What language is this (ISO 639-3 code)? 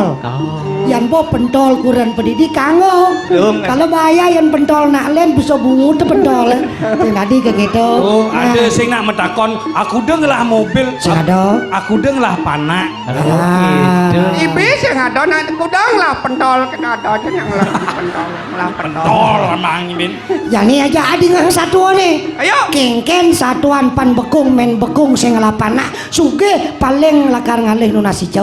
ban